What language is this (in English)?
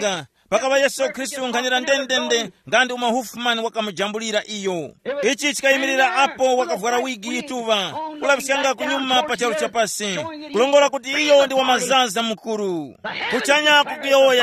Tumbuka